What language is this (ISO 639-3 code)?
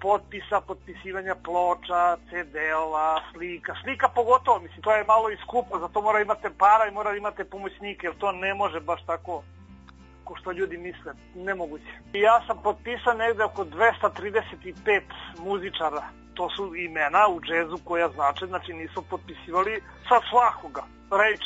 srp